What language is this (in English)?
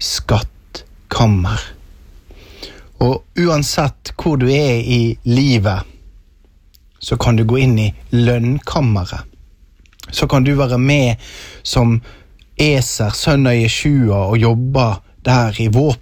Norwegian